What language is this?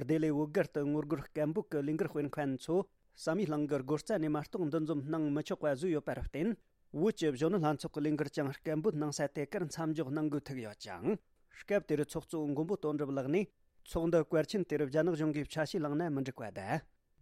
Tibetan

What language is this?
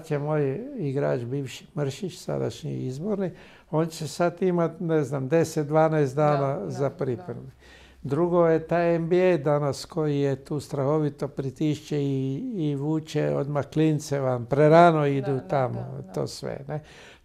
Croatian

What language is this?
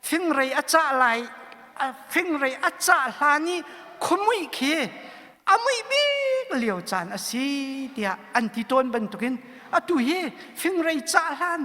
Hakha Chin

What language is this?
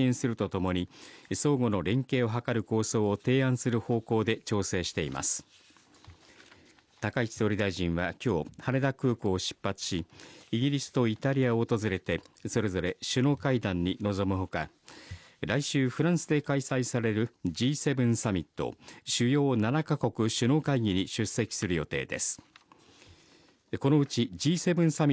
Japanese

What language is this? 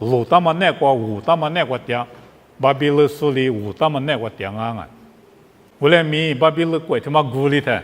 Lisu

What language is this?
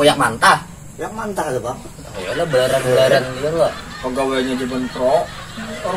Banjar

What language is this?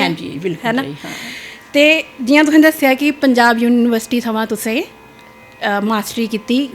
Dogri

